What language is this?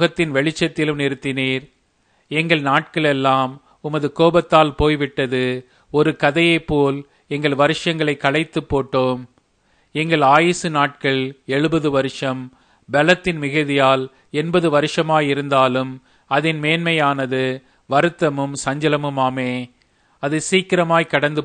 Tamil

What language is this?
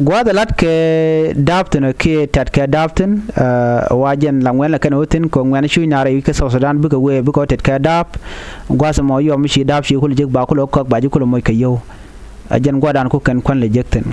Nuer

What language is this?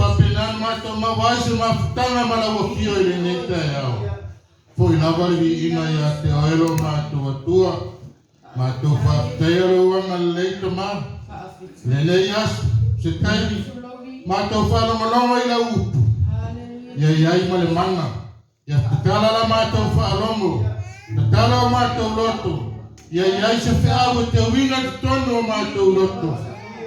Samoan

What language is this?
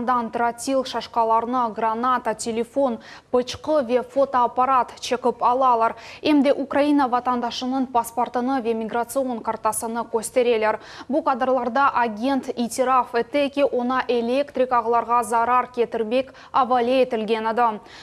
Crimean Tatar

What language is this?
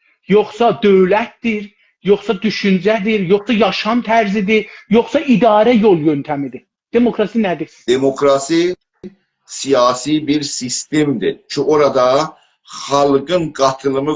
South Azerbaijani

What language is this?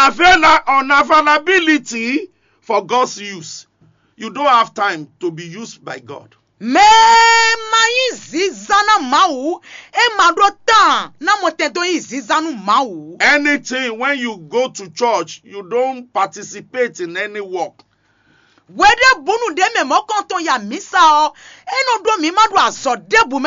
Fon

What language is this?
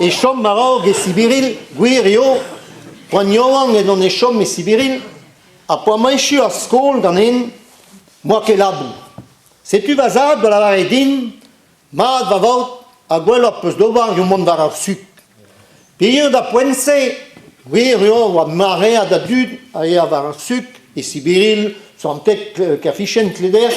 Breton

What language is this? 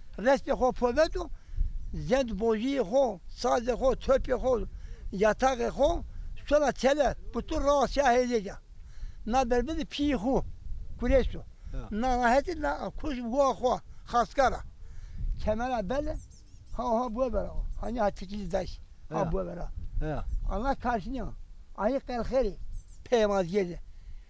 Zaza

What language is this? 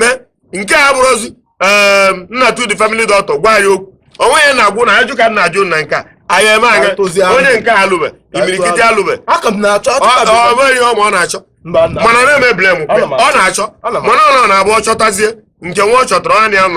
Igbo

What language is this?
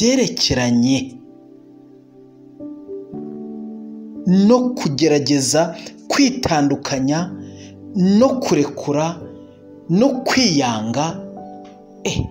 Kinyarwanda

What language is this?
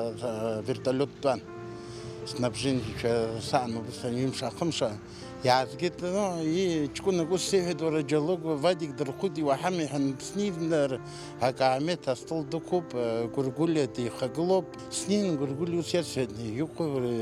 Abkhazian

